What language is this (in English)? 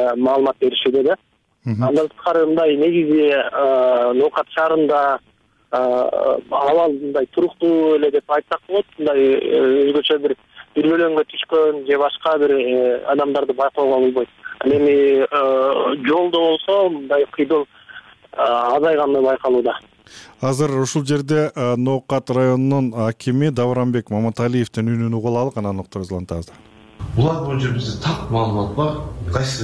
Kyrgyz